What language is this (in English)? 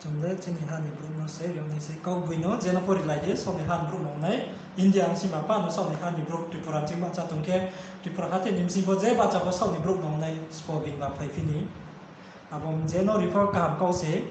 Riang (India)